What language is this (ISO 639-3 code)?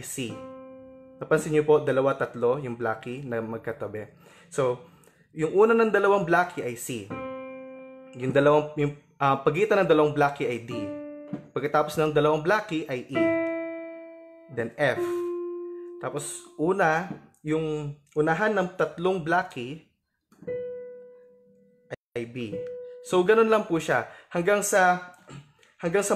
fil